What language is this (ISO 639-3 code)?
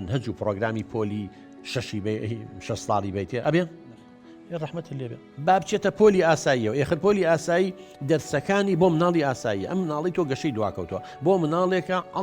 ckb